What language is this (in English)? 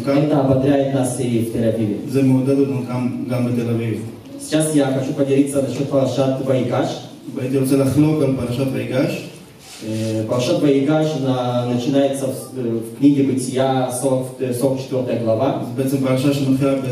Russian